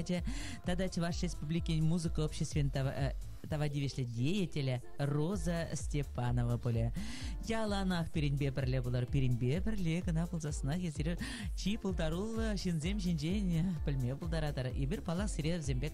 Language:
Chuvash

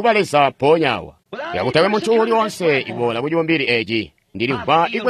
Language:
Tonga (Zambia)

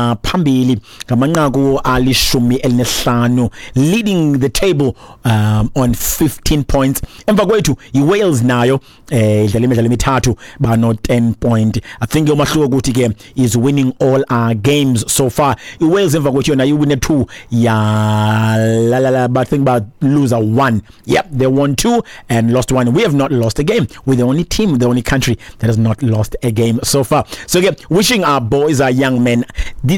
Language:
Xhosa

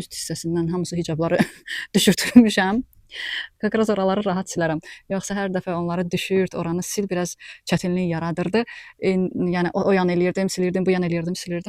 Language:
Azerbaijani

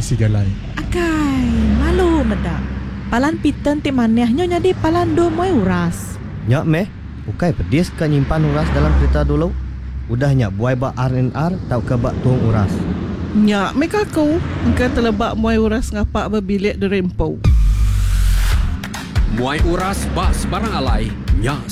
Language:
Iban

